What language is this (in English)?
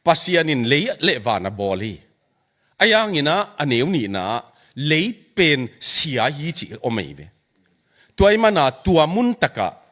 Tedim Chin